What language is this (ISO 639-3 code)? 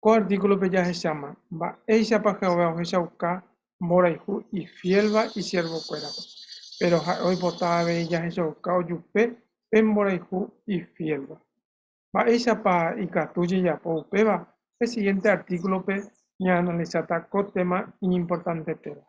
grn